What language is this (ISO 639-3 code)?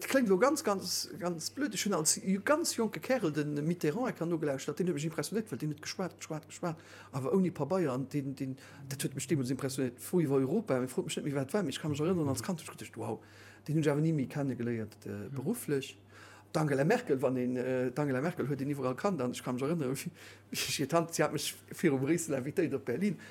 ltz